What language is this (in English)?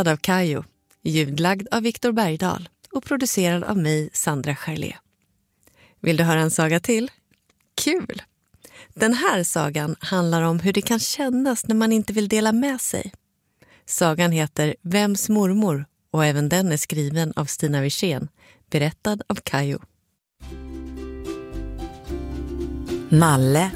Swedish